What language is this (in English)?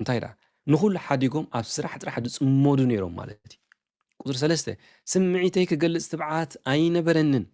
Tigrinya